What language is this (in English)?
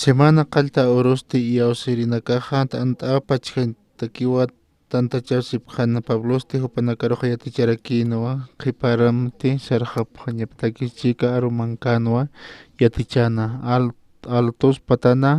Aymara